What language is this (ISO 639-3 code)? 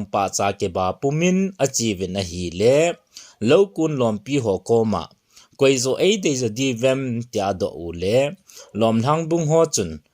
tcz